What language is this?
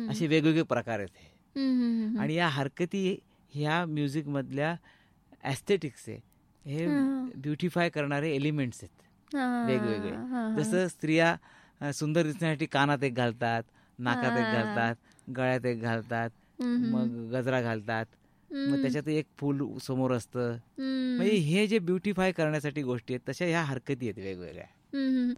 Marathi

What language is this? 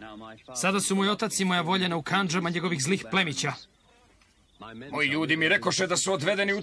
Serbian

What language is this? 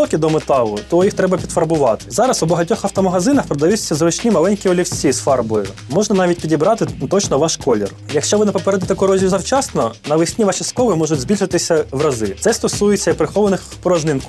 Ukrainian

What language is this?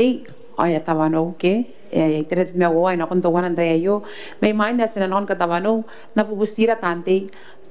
Gilbertese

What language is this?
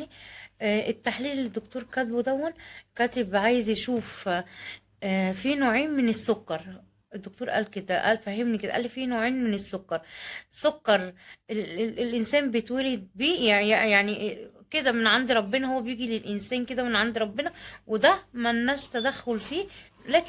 Egyptian Arabic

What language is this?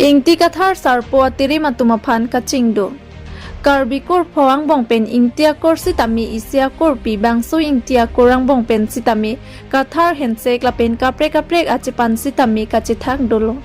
Karbi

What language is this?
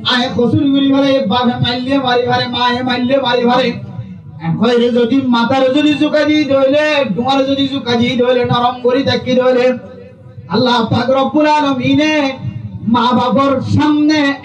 Rohingya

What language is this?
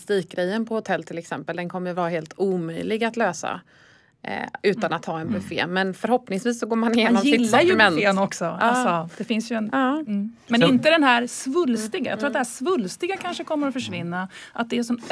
Swedish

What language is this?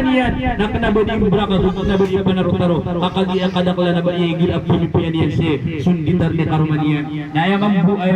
Maranao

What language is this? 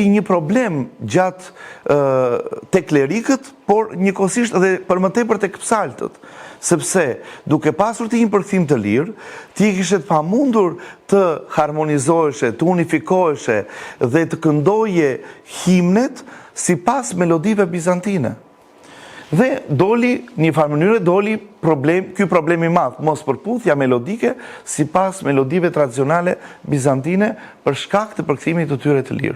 Albanian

